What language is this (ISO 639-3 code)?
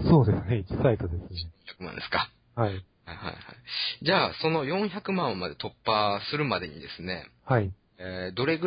jpn